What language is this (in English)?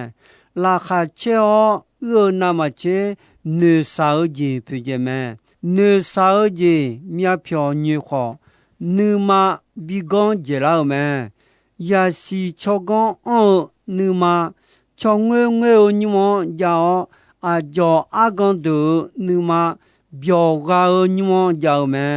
Akha